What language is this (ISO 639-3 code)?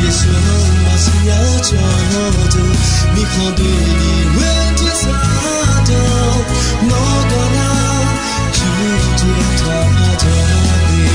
ahk